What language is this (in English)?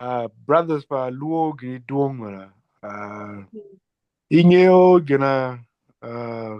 Acoli